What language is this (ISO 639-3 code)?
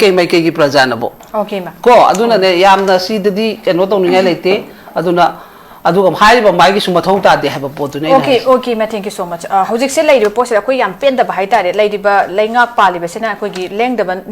mni